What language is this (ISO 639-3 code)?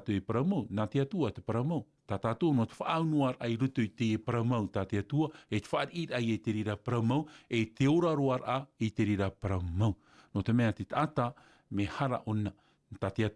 tah